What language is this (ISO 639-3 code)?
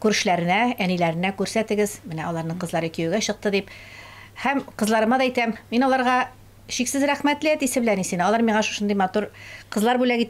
tat